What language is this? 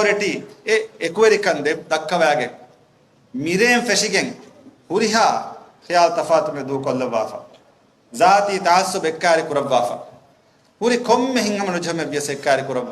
Divehi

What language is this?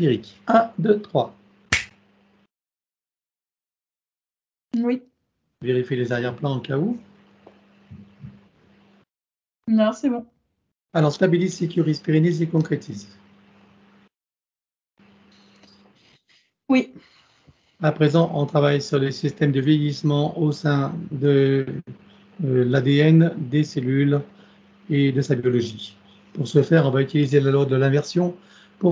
French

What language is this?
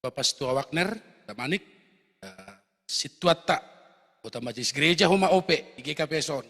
Batak Simalungun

